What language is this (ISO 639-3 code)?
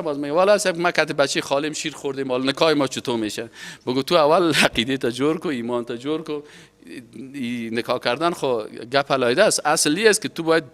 fas